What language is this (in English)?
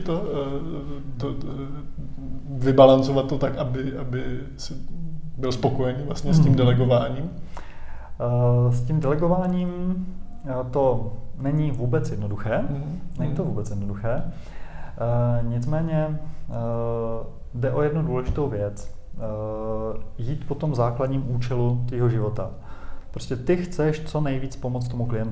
Czech